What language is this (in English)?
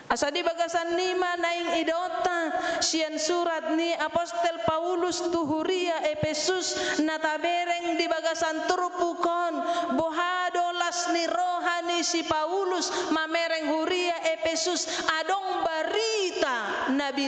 Batak Toba